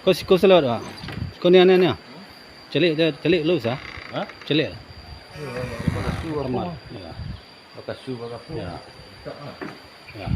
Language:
Minangkabau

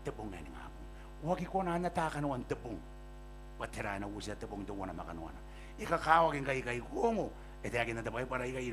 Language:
Gilbertese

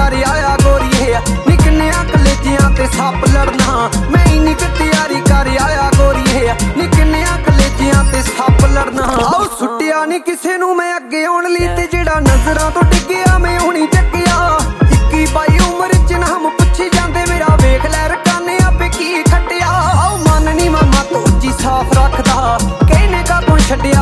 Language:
Punjabi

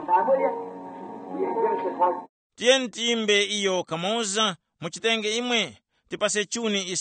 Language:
Tumbuka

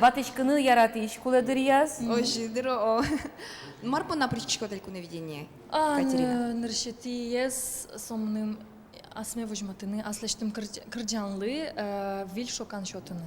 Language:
Udmurt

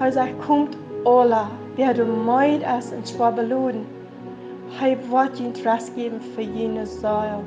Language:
Plautdietsch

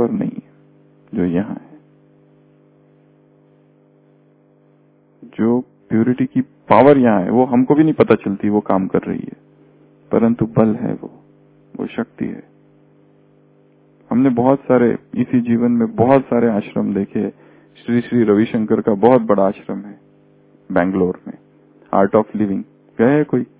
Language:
Hindi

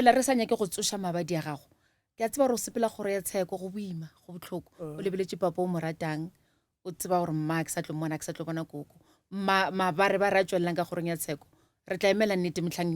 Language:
Northern Sotho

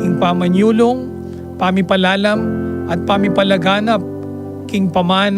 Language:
Pampanga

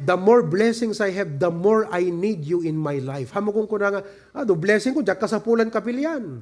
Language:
Iloko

